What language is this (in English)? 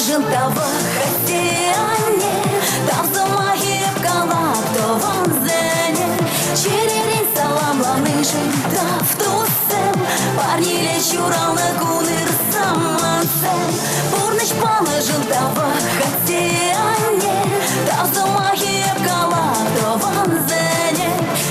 Chuvash